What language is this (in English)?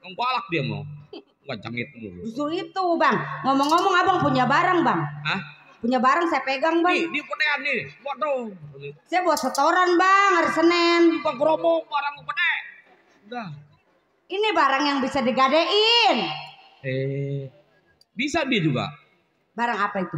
Betawi